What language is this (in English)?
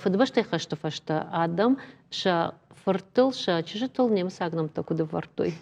Ossetic